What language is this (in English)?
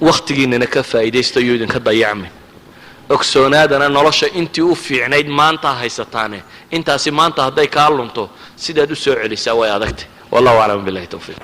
Somali